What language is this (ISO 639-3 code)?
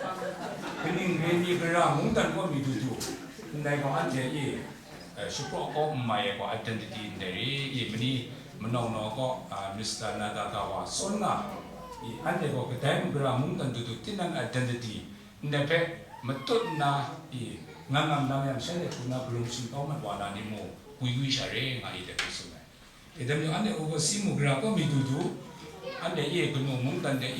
kac